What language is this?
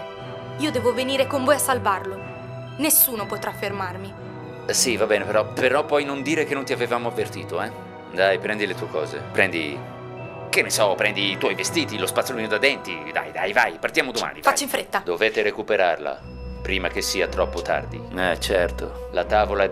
Italian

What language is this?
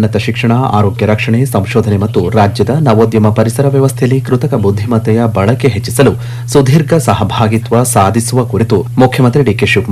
Kannada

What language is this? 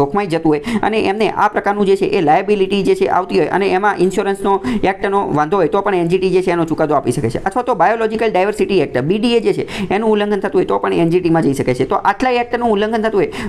Gujarati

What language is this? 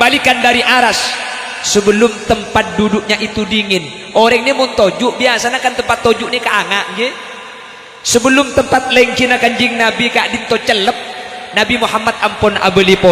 Madurese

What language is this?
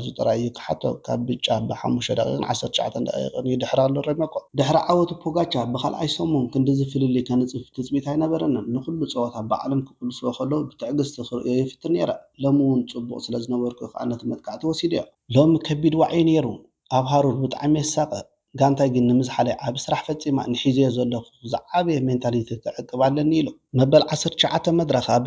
Tigrinya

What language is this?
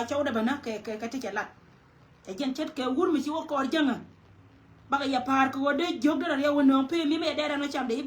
Nuer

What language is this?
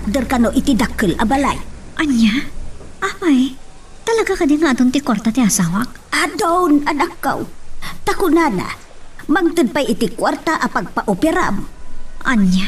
Iloko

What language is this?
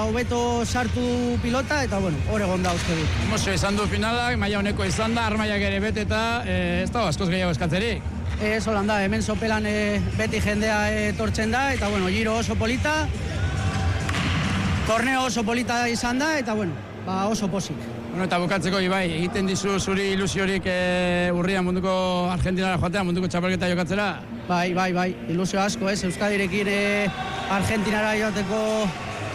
Basque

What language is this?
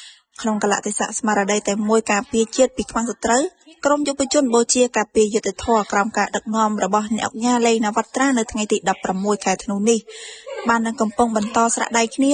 Khmer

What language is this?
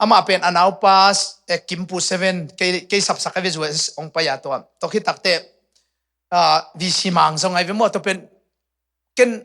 Tedim Chin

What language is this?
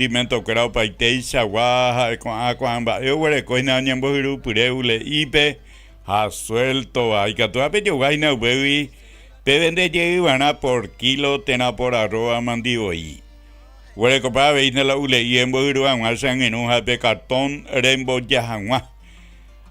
Guarani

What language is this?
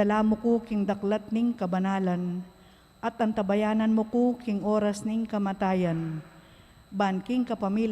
Pampanga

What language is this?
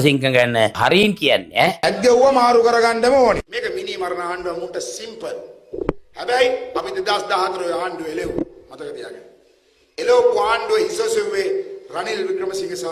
Sinhala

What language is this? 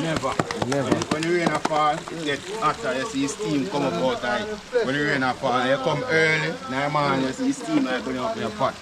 Jamaican Creole English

